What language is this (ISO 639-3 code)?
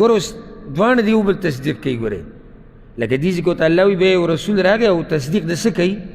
pus